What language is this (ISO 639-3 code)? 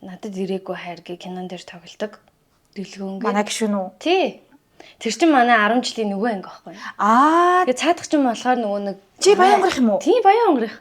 mon